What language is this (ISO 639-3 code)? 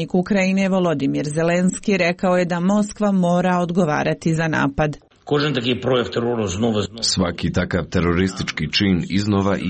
hrv